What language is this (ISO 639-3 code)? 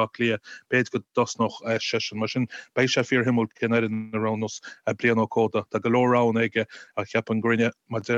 gle